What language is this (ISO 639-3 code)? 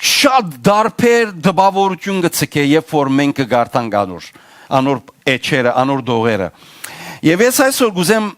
hyw